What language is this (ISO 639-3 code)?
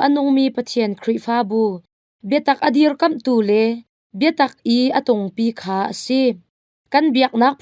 cnh